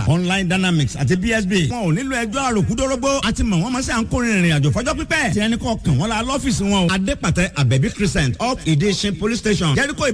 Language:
Yoruba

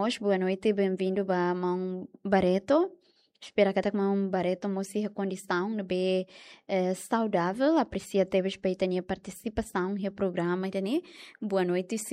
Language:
Tetum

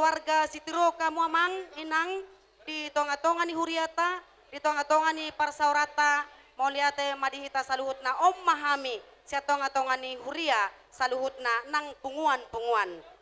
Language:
Batak Toba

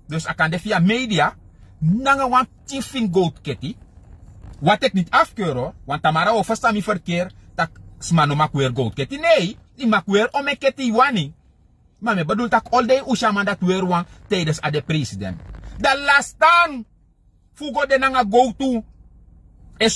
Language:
Sranan Tongo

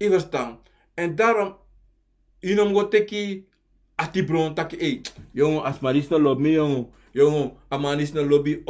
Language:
Sranan Tongo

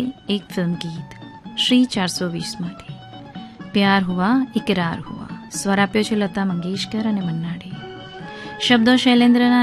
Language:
Gujarati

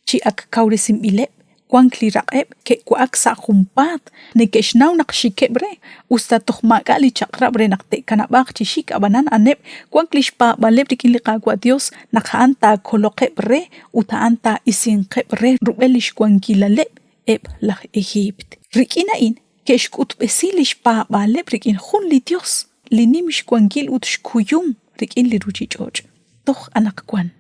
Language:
Kekchí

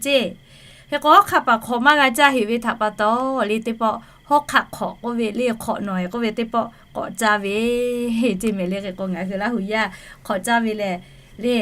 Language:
Lahu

